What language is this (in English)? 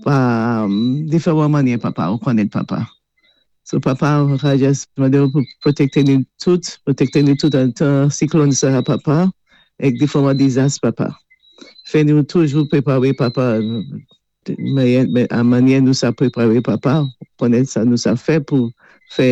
Saint Lucian Creole French